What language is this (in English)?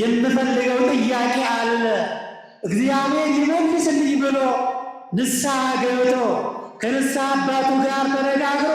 Amharic